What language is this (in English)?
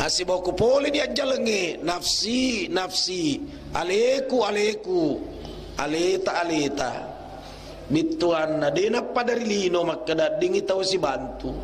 Buginese